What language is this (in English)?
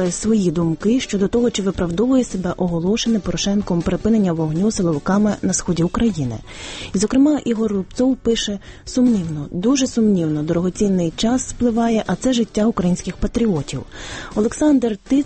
Ukrainian